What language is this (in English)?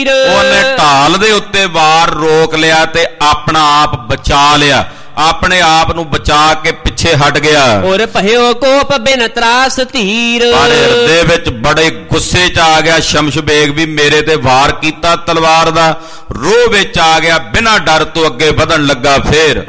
Punjabi